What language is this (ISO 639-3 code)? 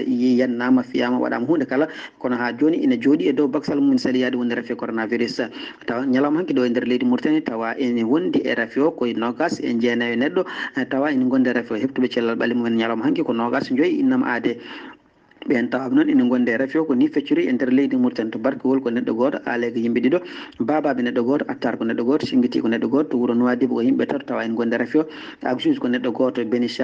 ful